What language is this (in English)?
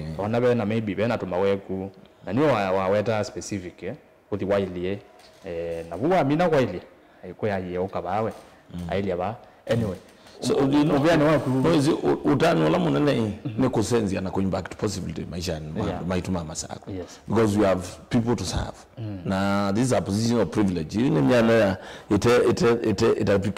Kamba